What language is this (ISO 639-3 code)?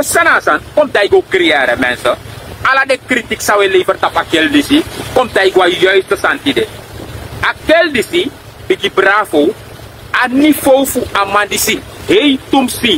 srn